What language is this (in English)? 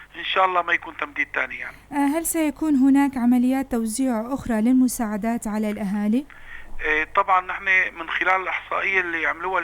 North Levantine Arabic